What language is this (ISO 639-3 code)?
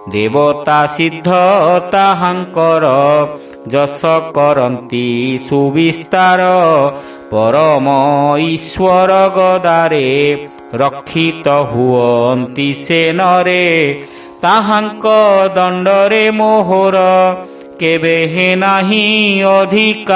ori